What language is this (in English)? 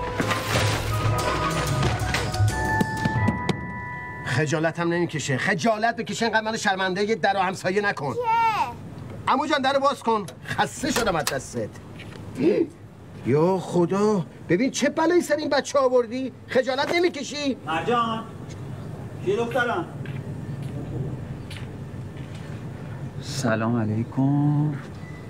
Persian